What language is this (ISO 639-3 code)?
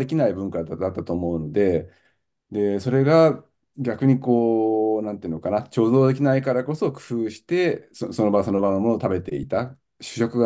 jpn